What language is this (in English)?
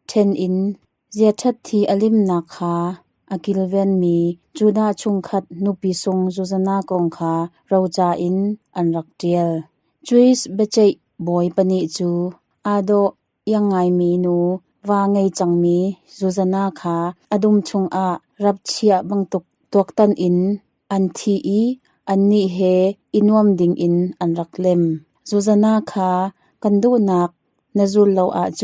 Hakha Chin